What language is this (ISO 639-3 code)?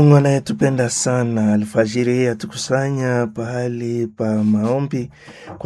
swa